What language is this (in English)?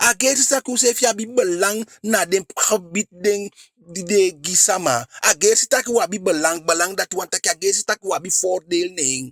Eastern Maroon Creole